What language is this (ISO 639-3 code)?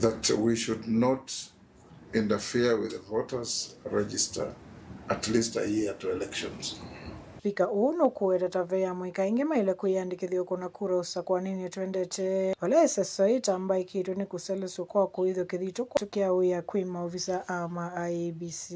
kam